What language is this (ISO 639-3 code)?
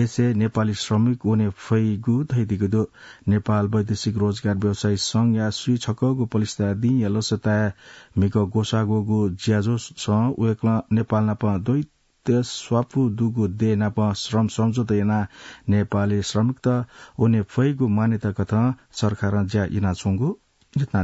new